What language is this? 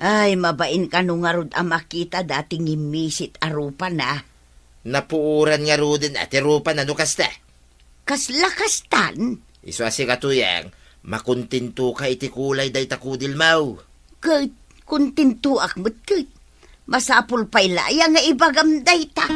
Iloko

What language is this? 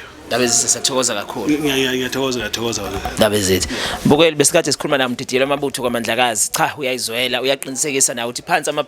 Zulu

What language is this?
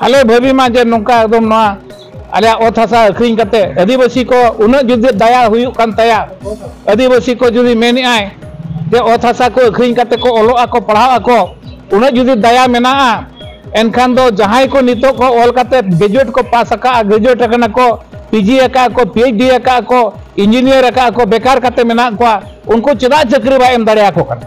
Santali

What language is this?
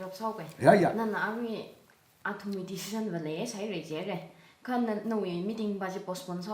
Tangkhul Naga (India)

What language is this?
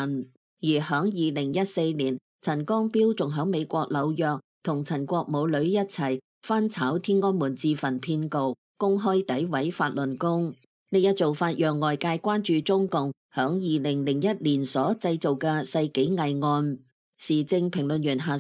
Cantonese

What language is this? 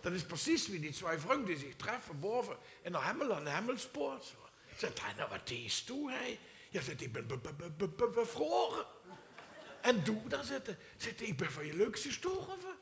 Limburgish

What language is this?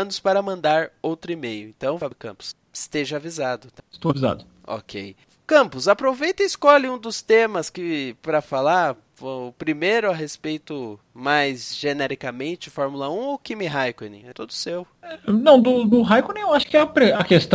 Portuguese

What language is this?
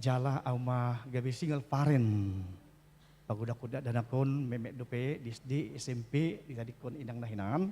Batak Toba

